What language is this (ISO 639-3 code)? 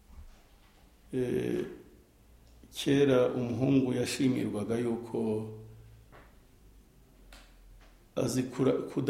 kin